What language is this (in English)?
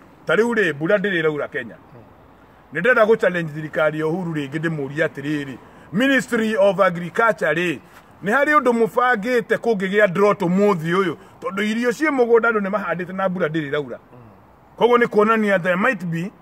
Kikuyu